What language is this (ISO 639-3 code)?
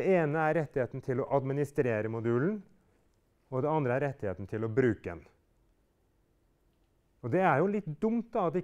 nor